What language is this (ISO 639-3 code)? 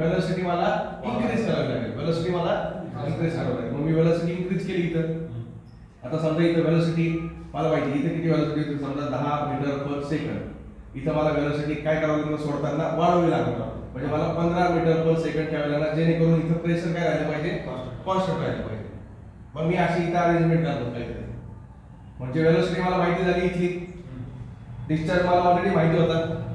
mar